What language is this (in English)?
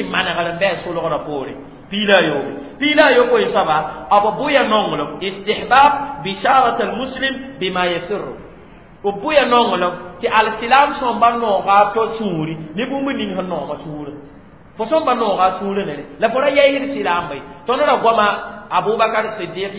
Mossi